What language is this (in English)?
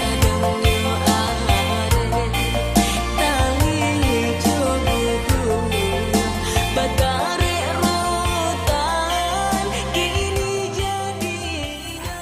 Minangkabau